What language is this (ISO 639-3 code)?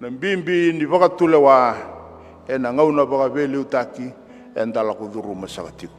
fij